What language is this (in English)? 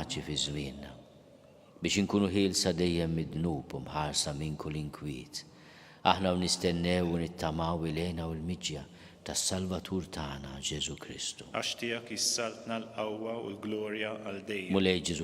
Maltese